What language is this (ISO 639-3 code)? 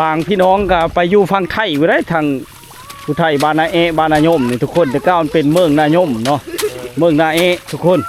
lao